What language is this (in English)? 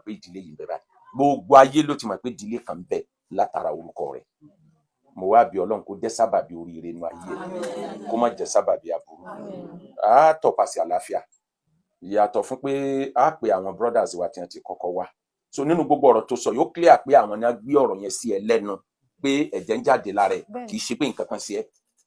Yoruba